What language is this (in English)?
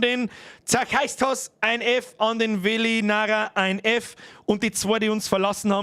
Bavarian